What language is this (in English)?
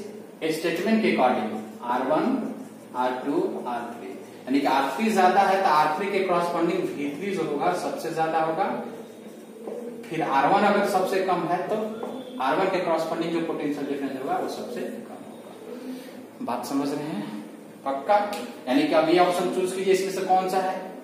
Hindi